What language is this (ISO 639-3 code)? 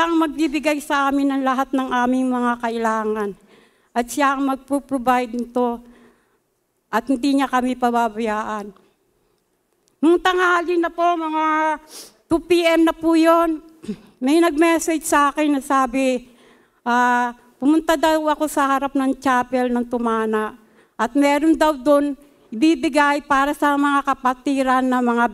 fil